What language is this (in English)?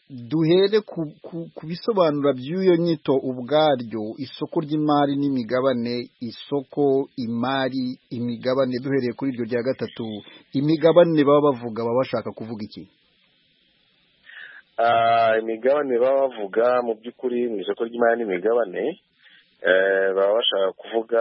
Kinyarwanda